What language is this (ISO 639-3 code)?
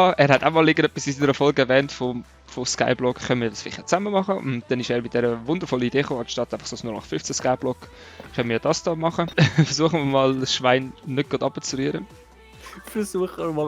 gsw